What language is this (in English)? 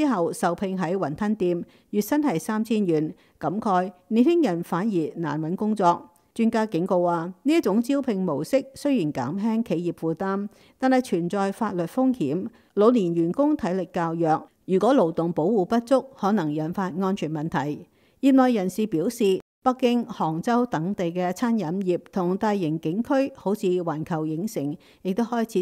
Cantonese